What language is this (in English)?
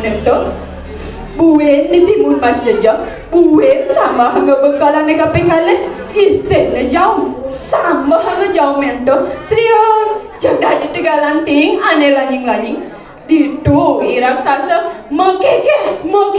Balinese